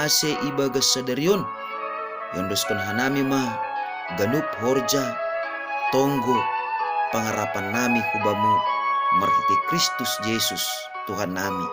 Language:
Batak Simalungun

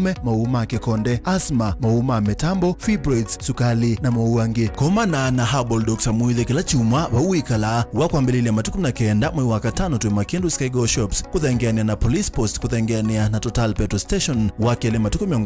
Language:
Kamba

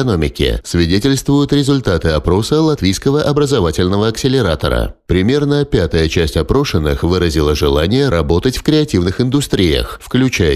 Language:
Russian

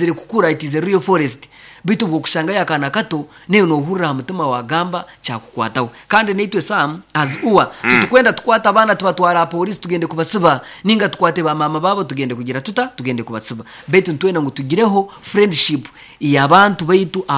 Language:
Nyoro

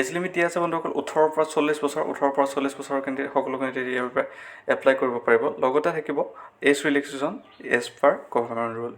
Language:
Assamese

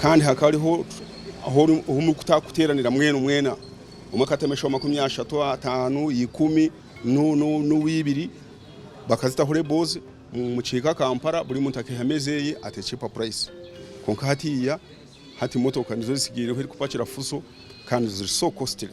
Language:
Nyankole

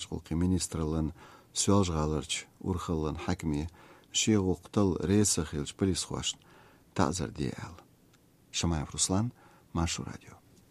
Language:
Chechen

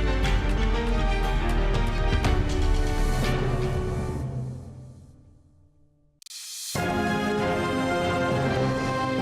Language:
Crimean Tatar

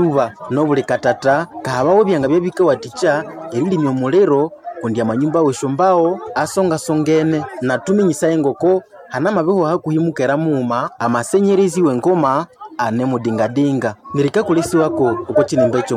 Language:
Nande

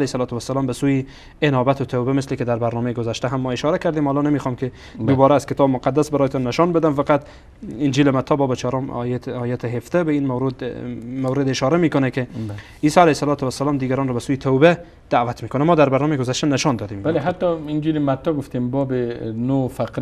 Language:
Persian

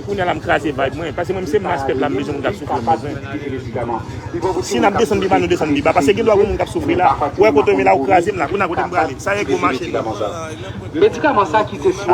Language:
Haitian Creole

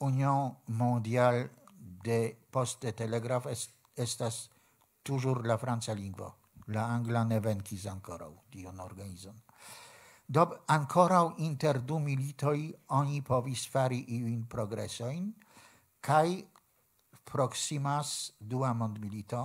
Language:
Esperanto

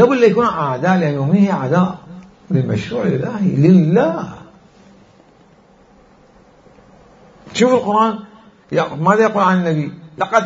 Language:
Arabic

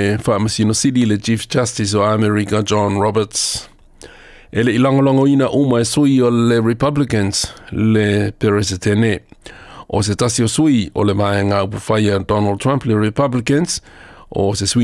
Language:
Samoan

